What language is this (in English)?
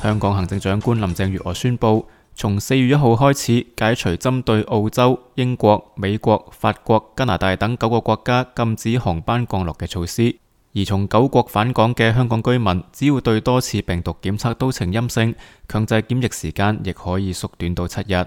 Cantonese